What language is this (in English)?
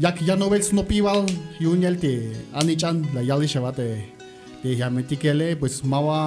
Tzeltal